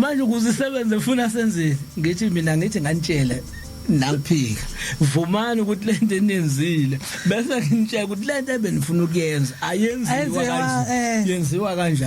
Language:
Zulu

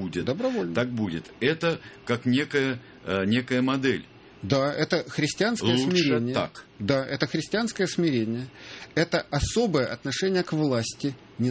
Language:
Russian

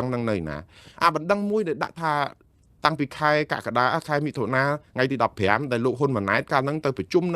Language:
Khmer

